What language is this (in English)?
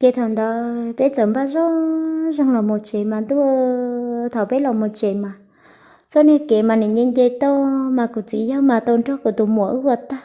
Hmong